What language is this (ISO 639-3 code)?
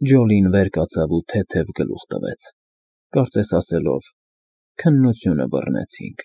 hye